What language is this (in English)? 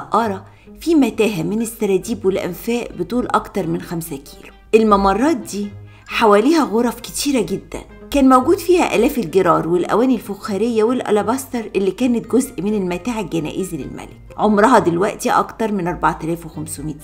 Egyptian Arabic